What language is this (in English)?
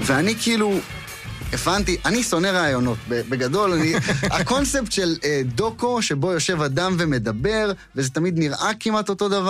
Hebrew